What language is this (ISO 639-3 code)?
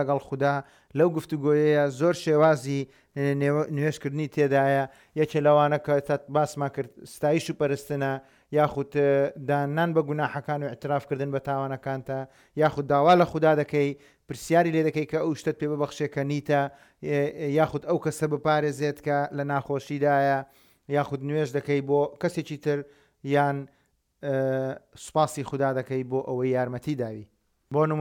ckb